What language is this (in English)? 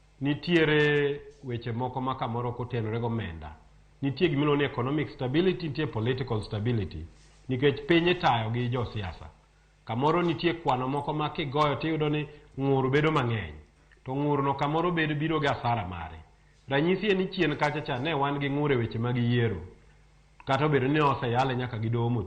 Luo (Kenya and Tanzania)